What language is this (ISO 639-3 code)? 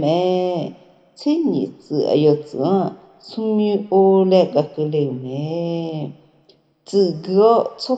ahk